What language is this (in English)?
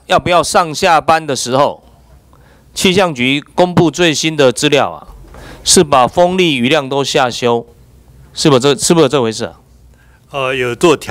Chinese